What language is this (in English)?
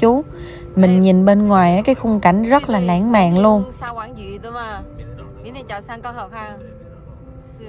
Vietnamese